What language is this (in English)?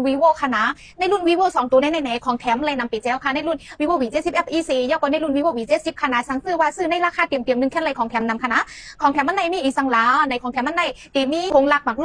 Shan